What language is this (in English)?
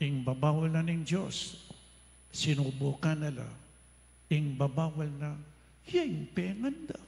Pampanga